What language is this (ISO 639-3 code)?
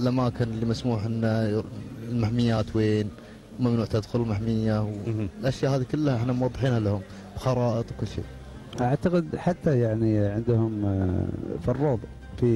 afb